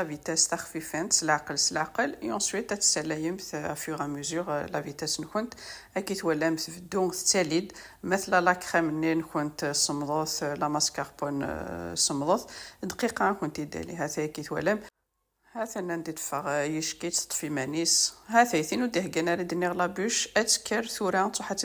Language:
Kabyle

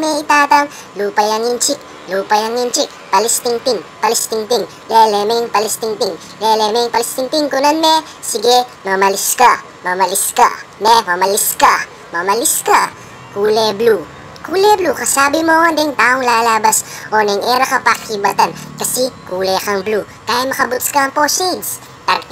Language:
Pampanga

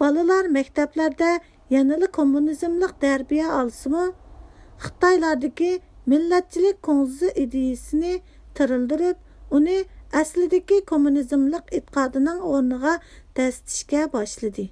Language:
Uyghur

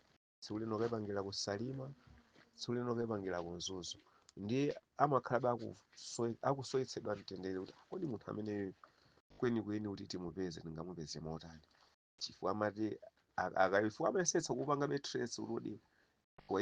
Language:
Nyanja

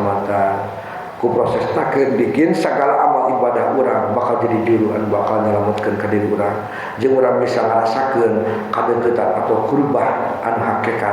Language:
Sundanese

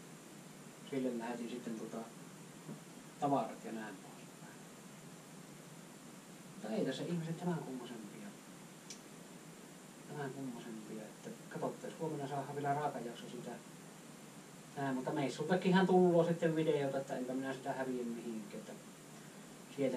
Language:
Finnish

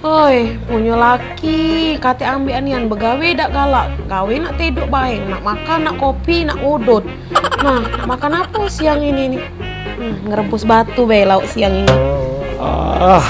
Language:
Musi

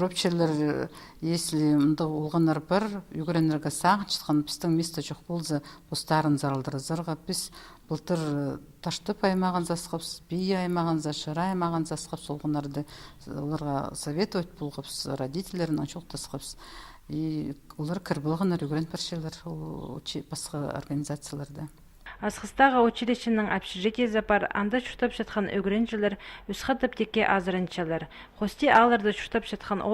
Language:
Khakas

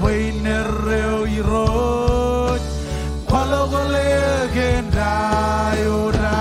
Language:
Marshallese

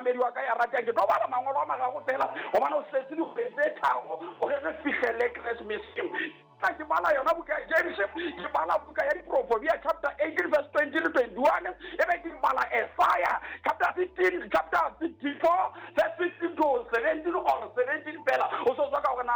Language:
Southern Sotho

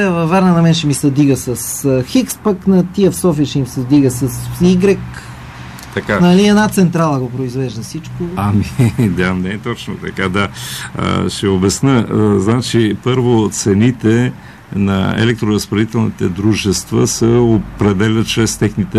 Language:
Bulgarian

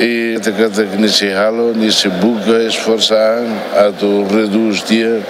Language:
Tetum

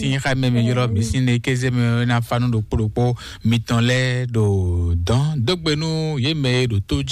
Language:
Fon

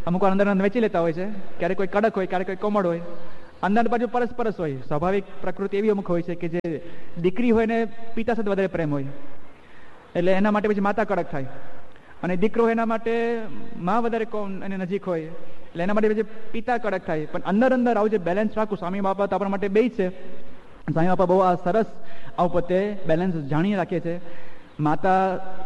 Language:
Gujarati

